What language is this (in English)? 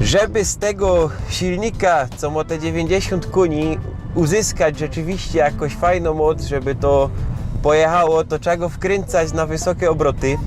Silesian